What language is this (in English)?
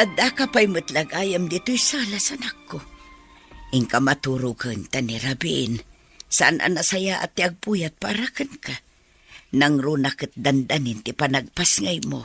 Iloko